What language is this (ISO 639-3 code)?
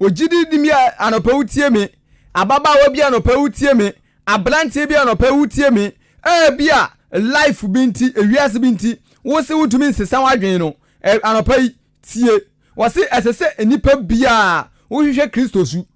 aka